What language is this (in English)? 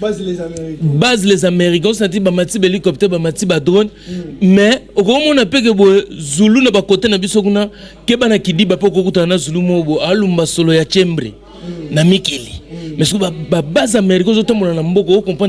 Lingala